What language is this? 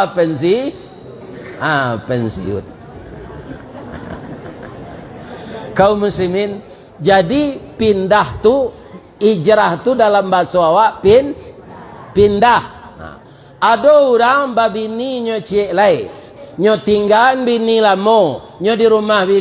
Minangkabau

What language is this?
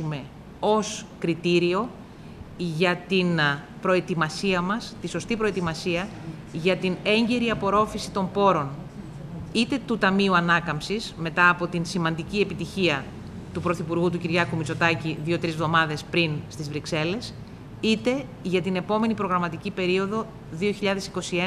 Greek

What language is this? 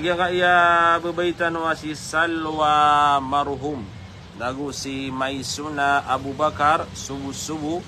Maranao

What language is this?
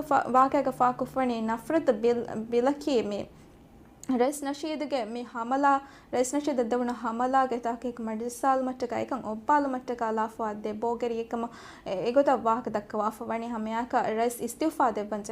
Divehi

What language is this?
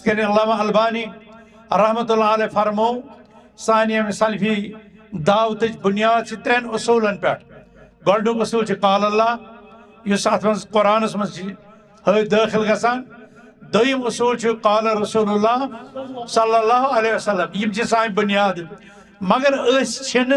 Kashmiri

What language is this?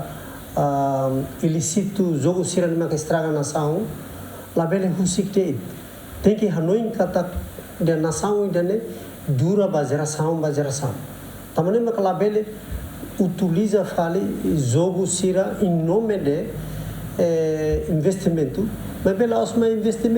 Tetum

